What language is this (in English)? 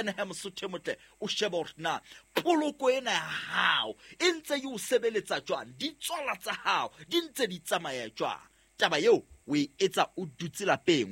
Southern Sotho